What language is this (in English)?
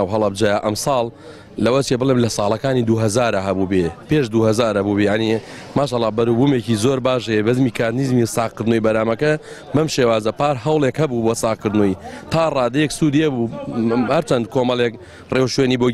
Central Kurdish